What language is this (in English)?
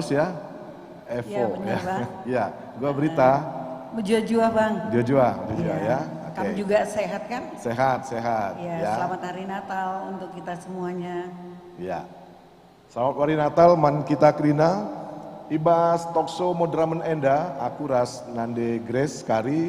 Batak Karo